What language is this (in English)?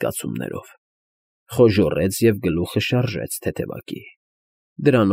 Armenian